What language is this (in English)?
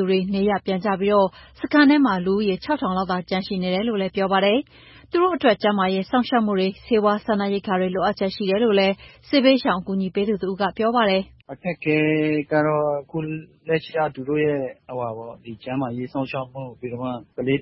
Burmese